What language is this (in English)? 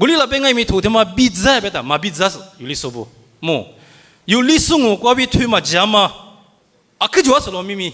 Lisu